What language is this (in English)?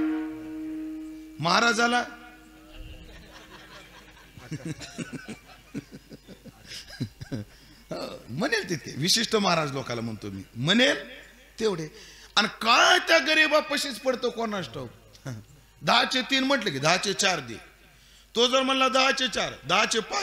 Marathi